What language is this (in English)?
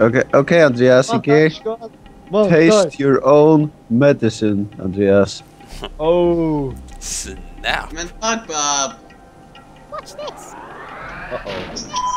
Faroese